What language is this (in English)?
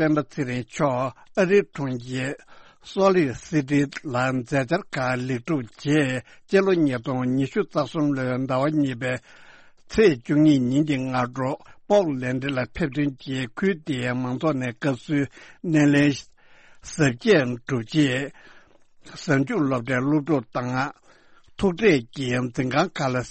Tibetan